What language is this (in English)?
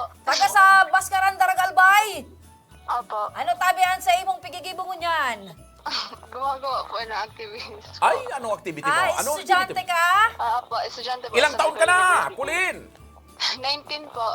Bikol